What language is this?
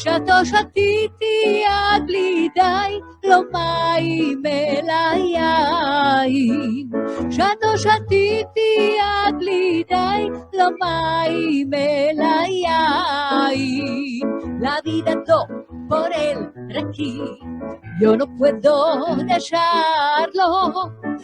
Ladino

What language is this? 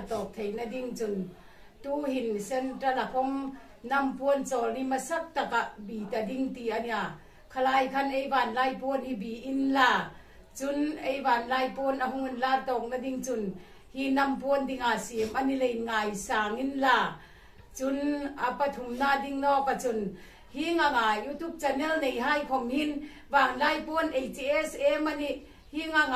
Hmar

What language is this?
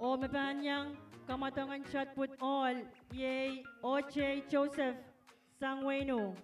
Pohnpeian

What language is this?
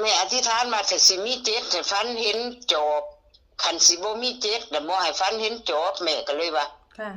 Northeastern Thai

